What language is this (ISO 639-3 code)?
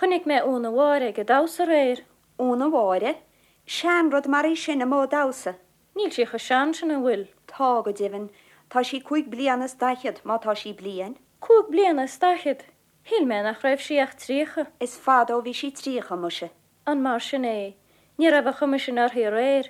gle